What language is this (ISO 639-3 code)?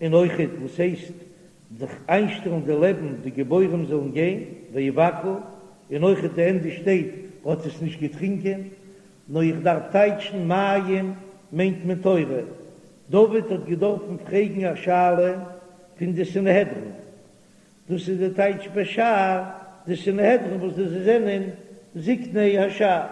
yid